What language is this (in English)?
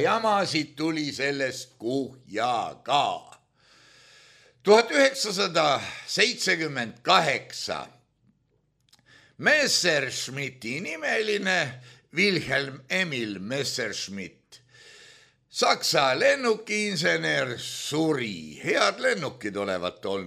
Estonian